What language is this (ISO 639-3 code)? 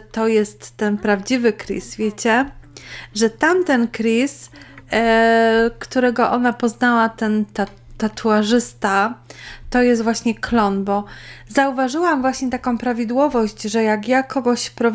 pol